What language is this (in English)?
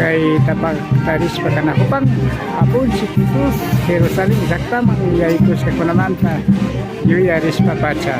Imbabura Highland Quichua